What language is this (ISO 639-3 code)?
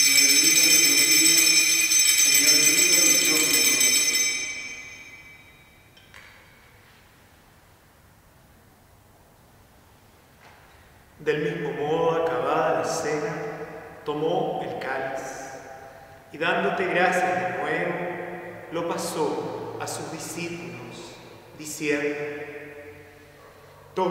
spa